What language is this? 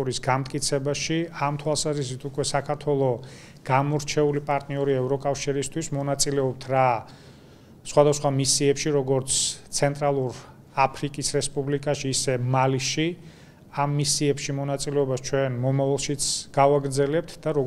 Georgian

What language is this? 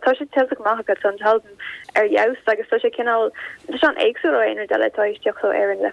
Irish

